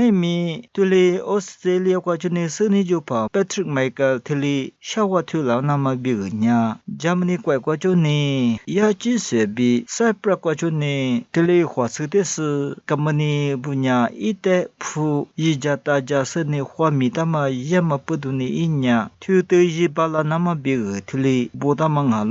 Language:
Lisu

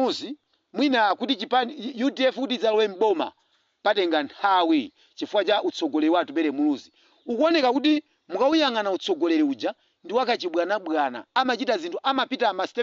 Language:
Nyanja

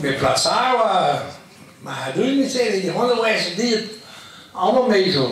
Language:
Breton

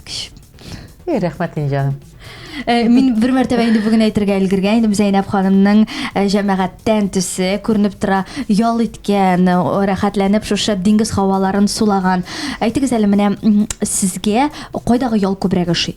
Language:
Tatar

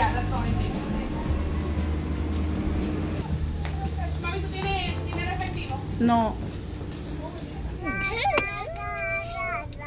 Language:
Spanish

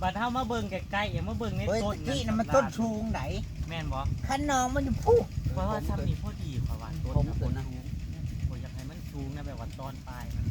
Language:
Northeastern Thai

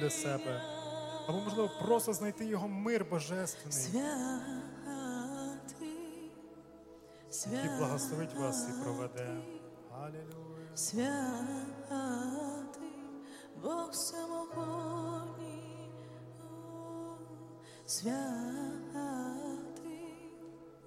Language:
Ukrainian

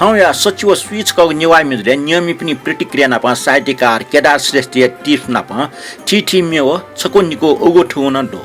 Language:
Newari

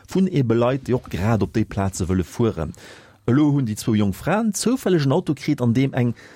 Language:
Luxembourgish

